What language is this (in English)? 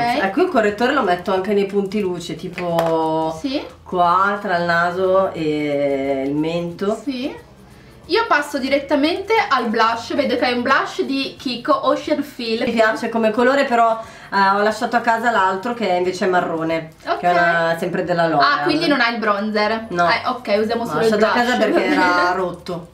Italian